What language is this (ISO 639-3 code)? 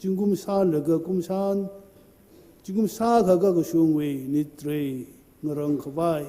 nmf